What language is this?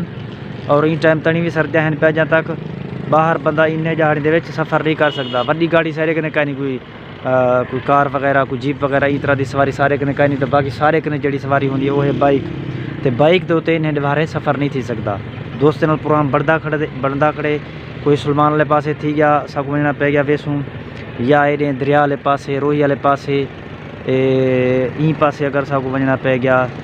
Saraiki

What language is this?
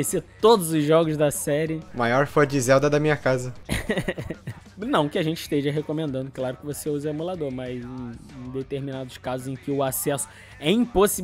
Portuguese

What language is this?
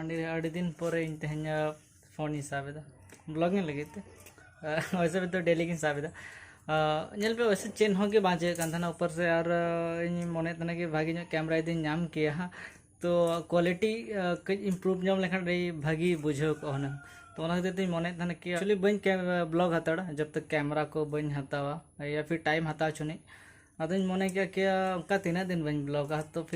Santali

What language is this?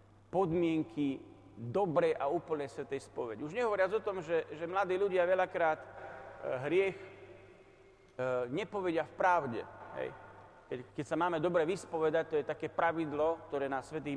Slovak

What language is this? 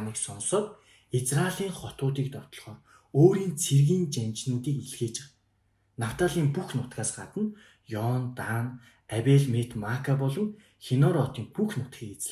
Mongolian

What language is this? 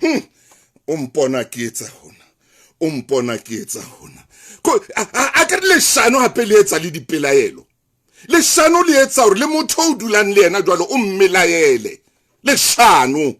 Southern Sotho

